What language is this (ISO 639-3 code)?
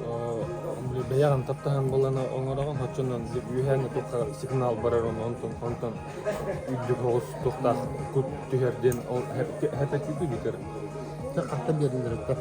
sah